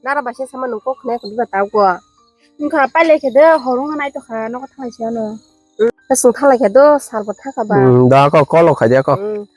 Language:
Kok Borok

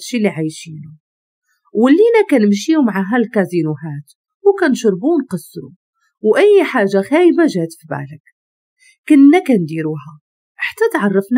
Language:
Moroccan Arabic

